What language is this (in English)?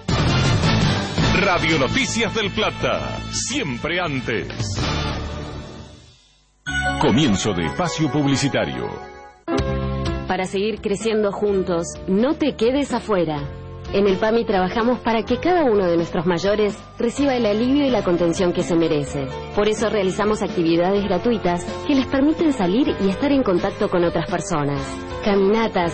Spanish